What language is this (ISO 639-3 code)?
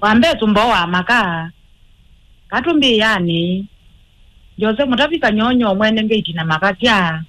kam